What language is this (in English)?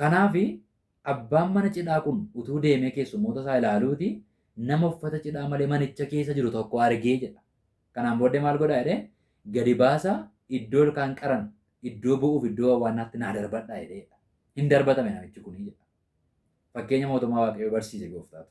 Oromo